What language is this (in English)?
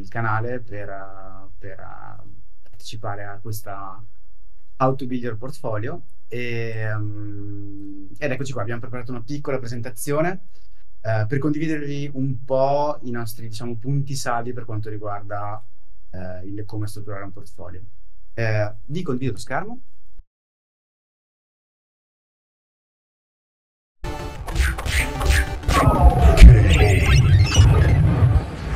Italian